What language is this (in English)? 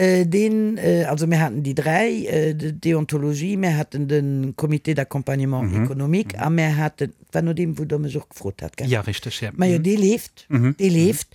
Luxembourgish